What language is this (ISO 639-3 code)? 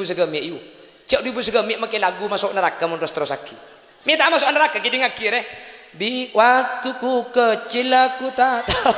mad